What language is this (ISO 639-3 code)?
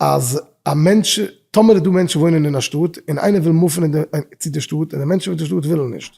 yid